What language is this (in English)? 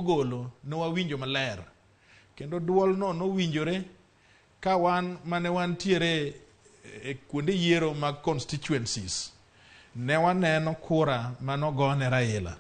Luo (Kenya and Tanzania)